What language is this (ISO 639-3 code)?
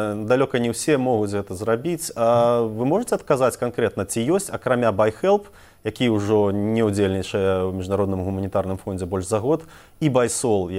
bel